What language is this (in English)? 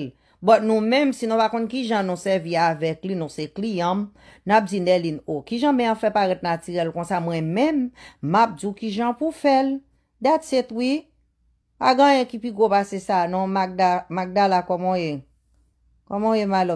Haitian Creole